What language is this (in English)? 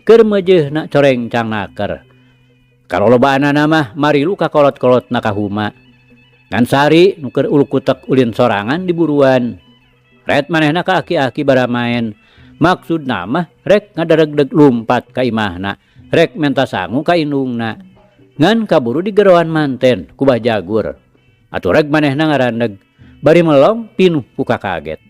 Sundanese